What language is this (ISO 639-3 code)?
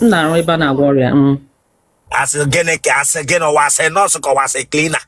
ibo